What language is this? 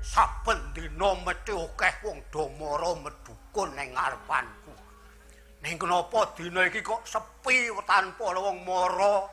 Javanese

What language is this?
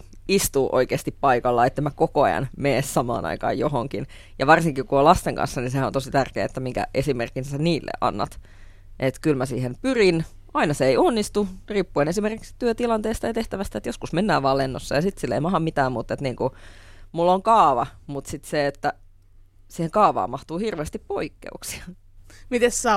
Finnish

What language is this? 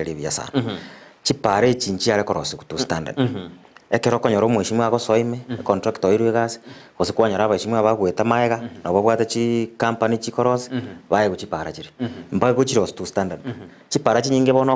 Gusii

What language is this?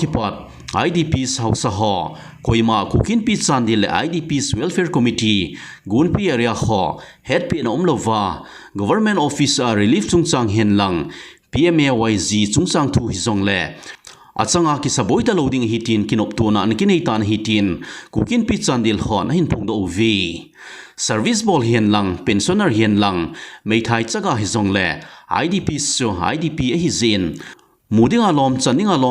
Thado Chin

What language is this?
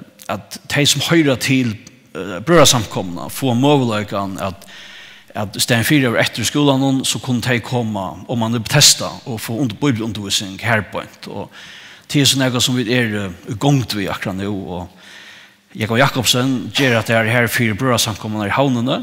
Faroese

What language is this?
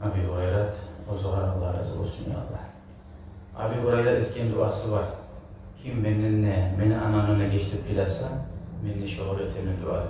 Kumyk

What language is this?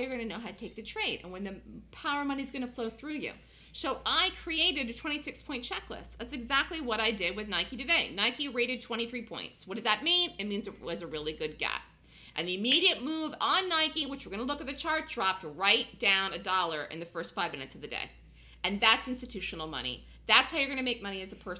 English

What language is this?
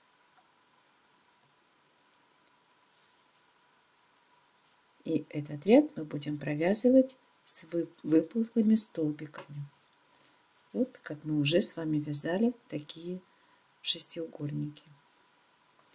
Russian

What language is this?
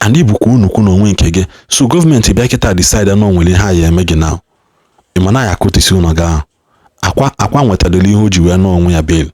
Igbo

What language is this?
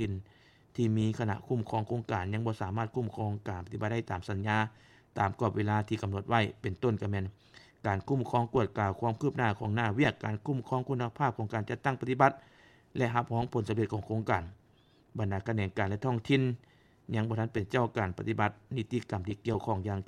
Lao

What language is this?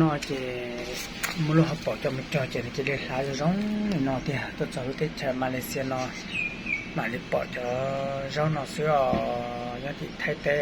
Hmong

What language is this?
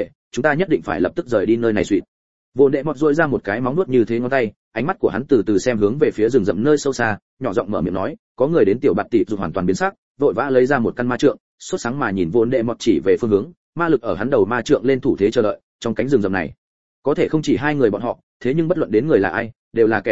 Vietnamese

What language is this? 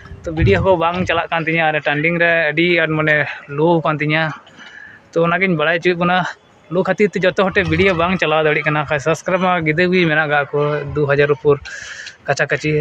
Santali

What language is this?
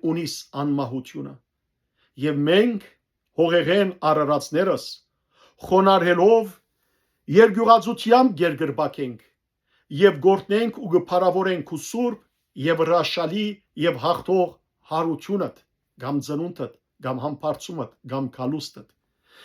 Western Armenian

